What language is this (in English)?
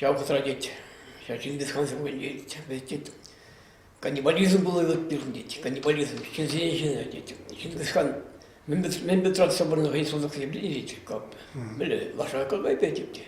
Chuvash